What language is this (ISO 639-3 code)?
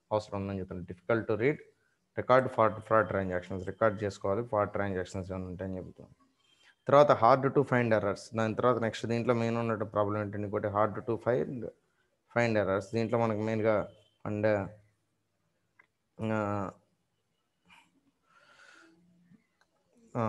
tel